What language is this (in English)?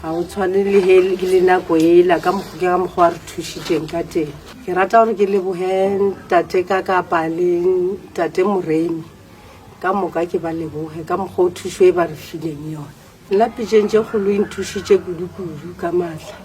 Northern Sotho